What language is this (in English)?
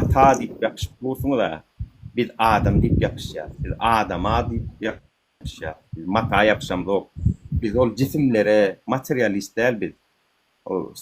Turkmen